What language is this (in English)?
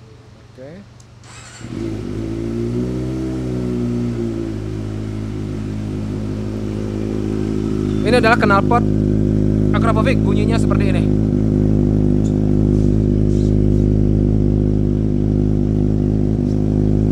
Indonesian